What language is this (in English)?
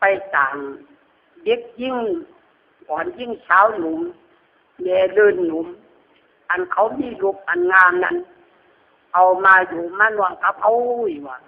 Lü